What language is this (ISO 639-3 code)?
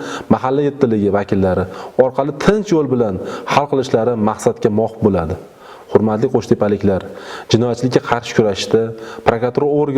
uzb